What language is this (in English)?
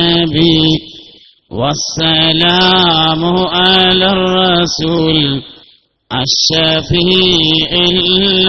Malayalam